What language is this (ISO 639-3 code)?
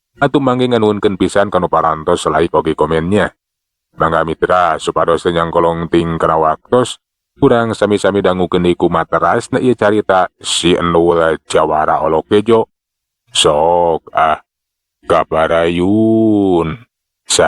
sun